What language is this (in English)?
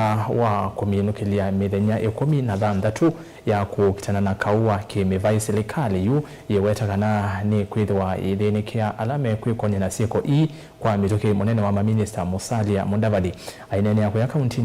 Kamba